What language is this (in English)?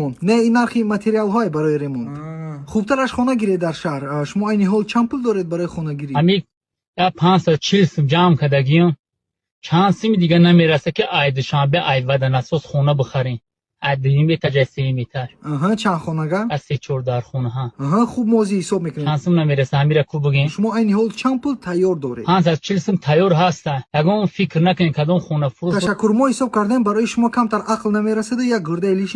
Tajik